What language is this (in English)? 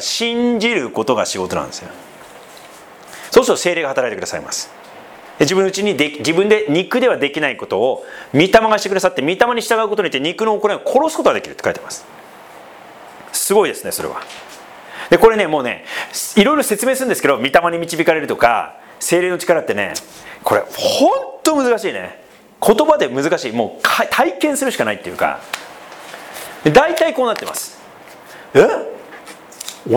Japanese